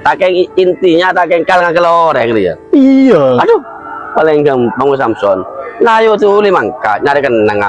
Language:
Madurese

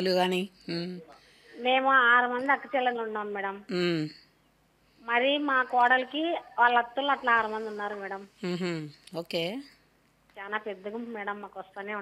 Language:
Telugu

